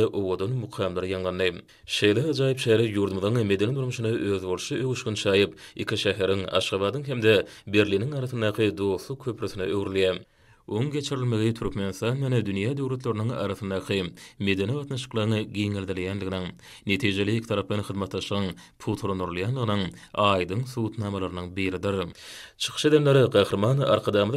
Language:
Turkmen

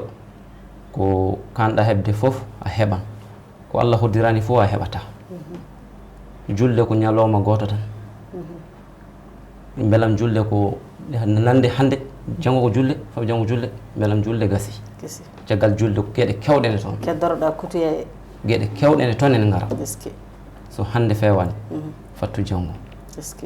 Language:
Fula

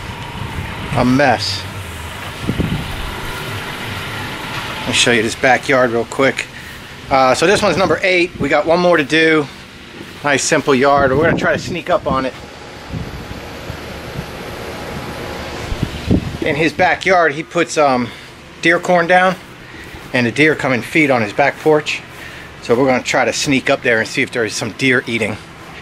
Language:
English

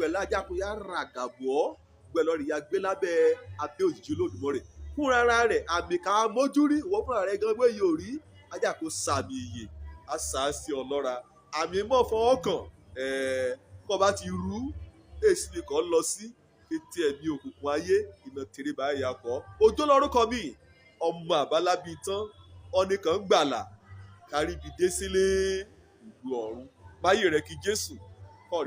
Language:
Yoruba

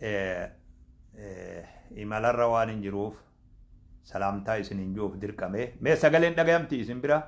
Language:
Oromo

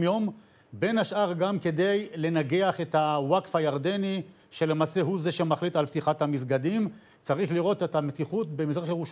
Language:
Hebrew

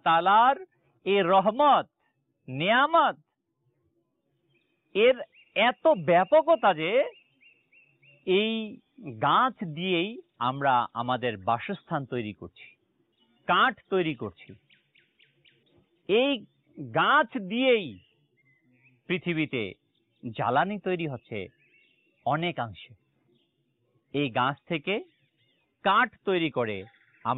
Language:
Bangla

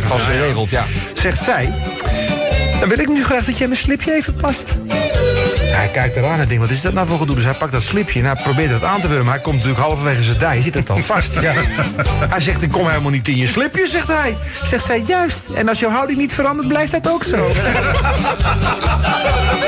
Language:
Dutch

